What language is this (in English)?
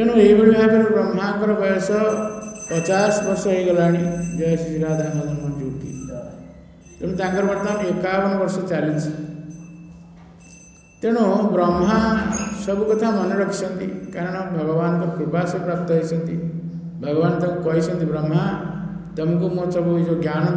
Odia